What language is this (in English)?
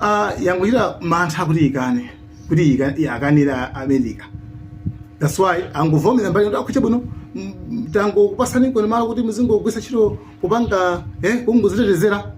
Nyanja